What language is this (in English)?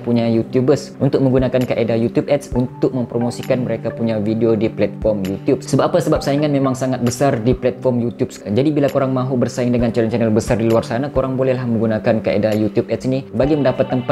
Malay